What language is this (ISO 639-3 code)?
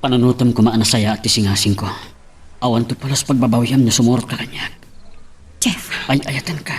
ilo